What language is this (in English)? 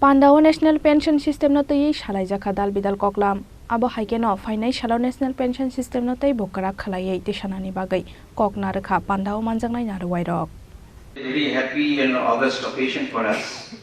Kok Borok